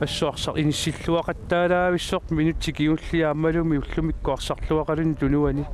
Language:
Kalaallisut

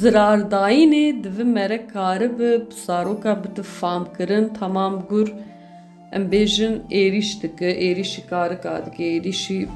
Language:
Kurdish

